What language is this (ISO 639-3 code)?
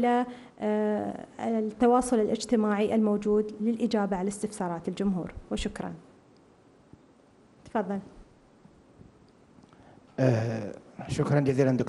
ara